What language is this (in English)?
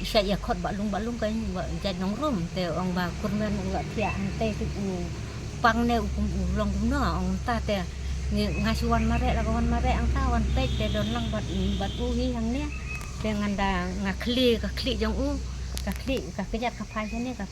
Khasi